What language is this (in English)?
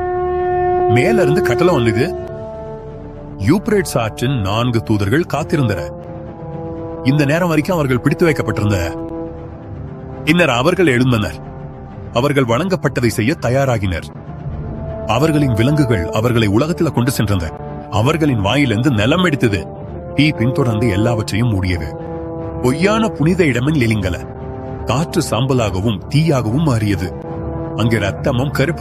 Tamil